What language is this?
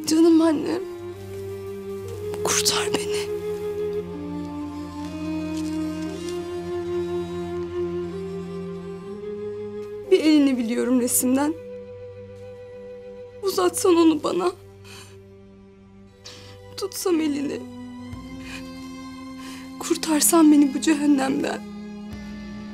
Turkish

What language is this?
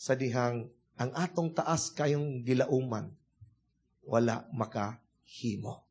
Cebuano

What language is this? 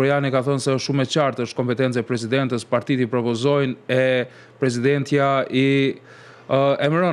Albanian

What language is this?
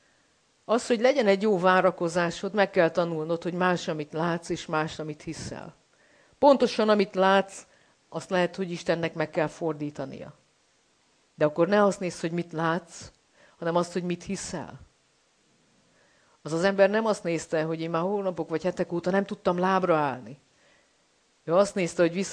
Hungarian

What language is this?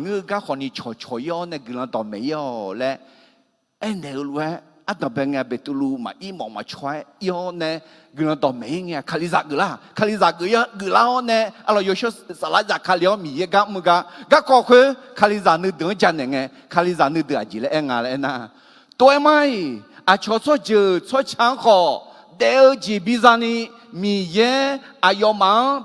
Akha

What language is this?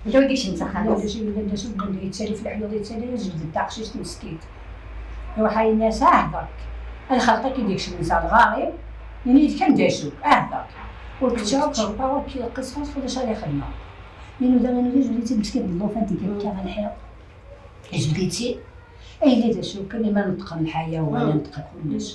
Kabyle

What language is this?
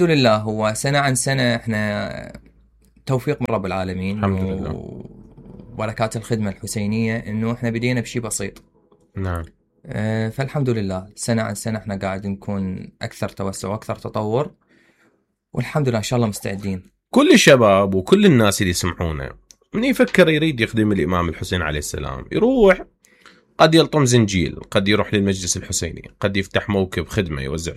Mesopotamian Arabic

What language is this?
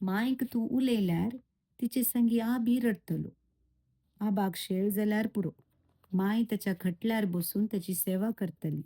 Konkani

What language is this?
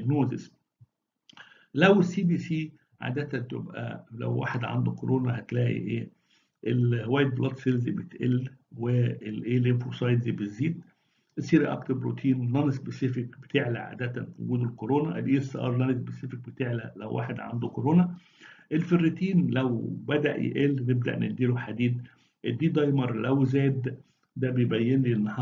Egyptian Arabic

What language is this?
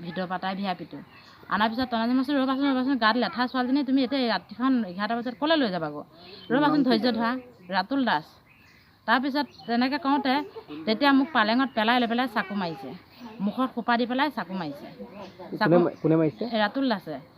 Assamese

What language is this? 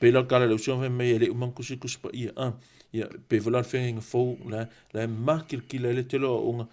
Samoan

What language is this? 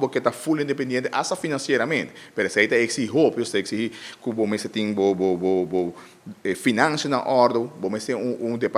Papiamento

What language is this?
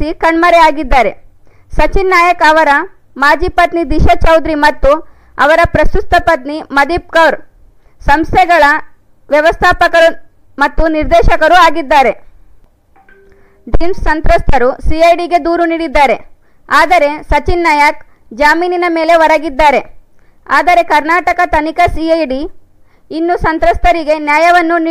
Kannada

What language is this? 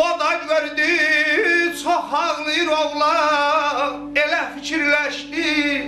South Azerbaijani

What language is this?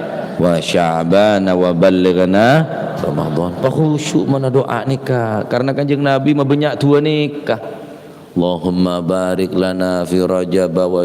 Madurese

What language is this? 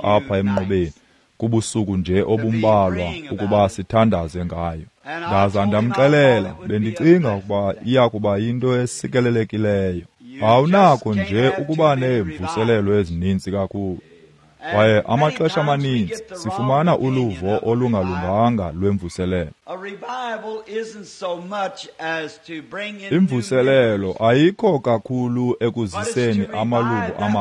Xhosa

